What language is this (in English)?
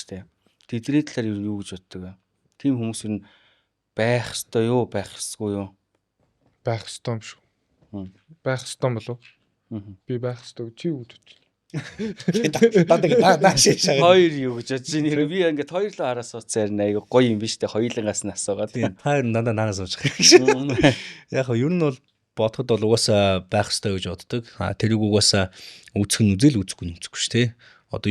Mongolian